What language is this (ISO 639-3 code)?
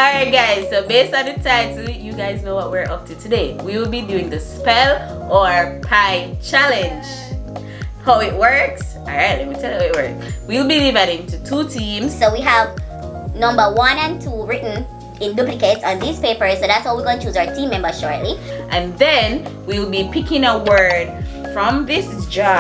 jam